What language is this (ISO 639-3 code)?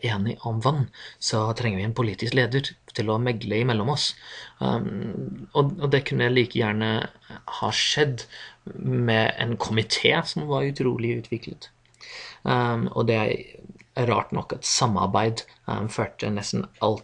nor